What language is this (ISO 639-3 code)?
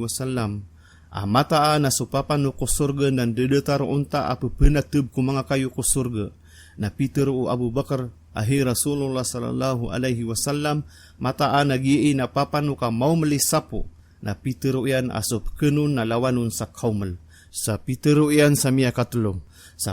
mrw